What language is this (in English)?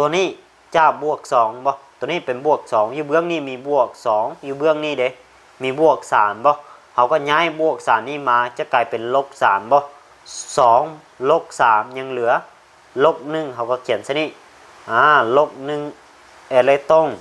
Lao